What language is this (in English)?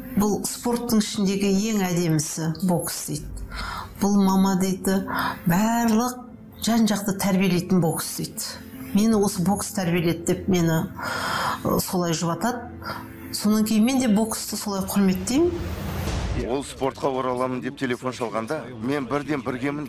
Kazakh